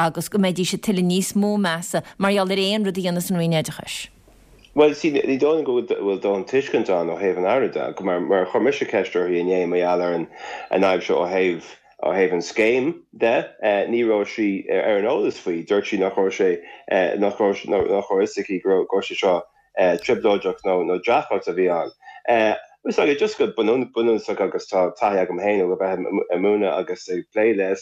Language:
Irish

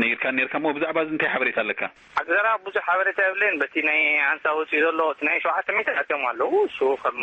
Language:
Tigrinya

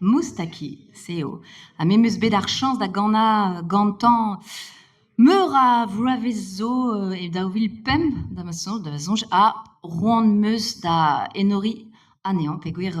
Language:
Breton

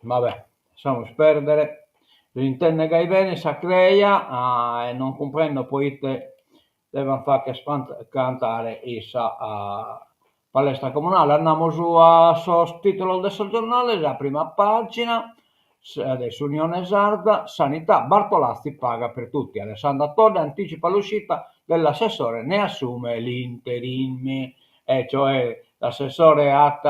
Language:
Sardinian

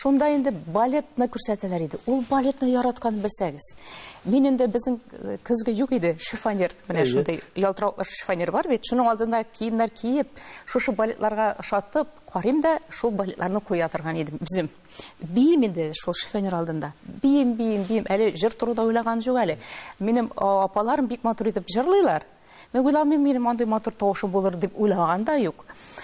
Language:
Tatar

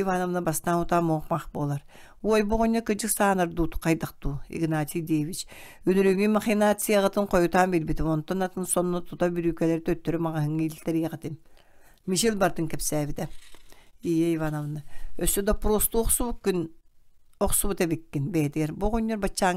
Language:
Yakut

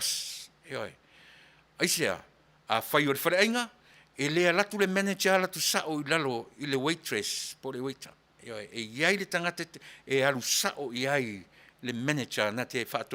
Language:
Samoan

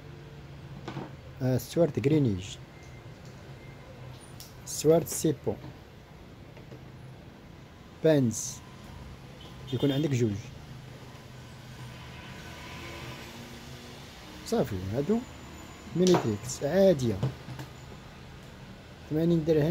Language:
Moroccan Arabic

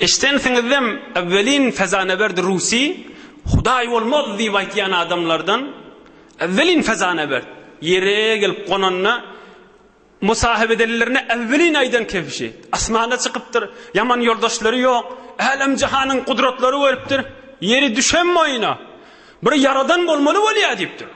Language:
Turkmen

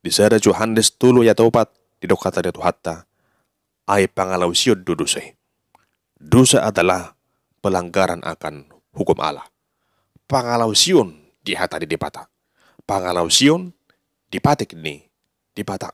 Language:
Batak Toba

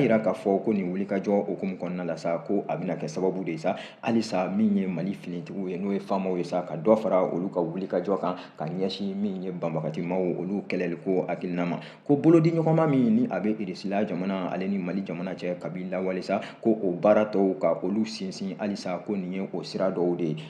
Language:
Bambara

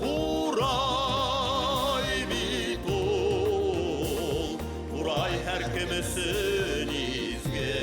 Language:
Bashkir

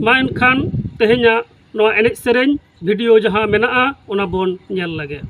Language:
Santali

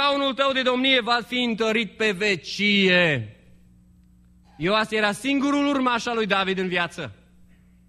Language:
Romanian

